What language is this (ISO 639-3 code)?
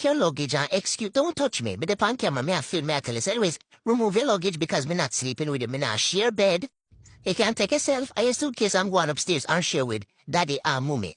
jam